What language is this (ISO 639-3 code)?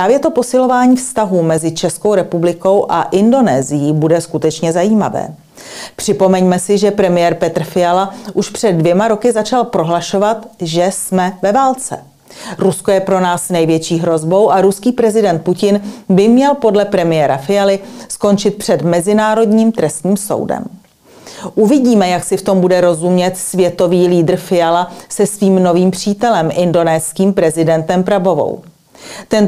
ces